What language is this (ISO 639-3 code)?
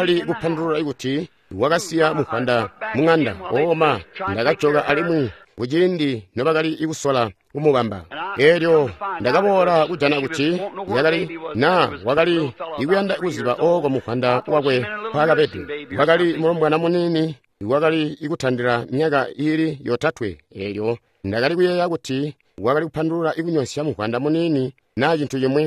toi